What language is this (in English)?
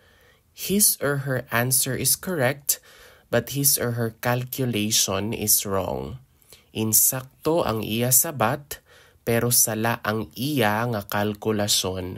Hiligaynon